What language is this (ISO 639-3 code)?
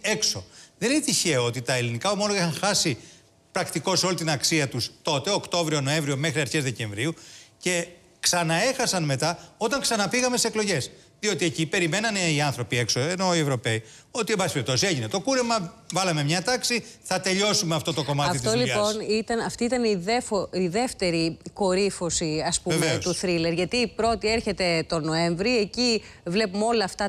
ell